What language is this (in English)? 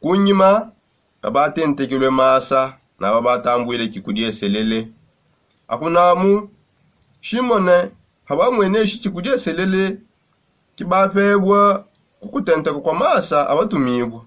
Songe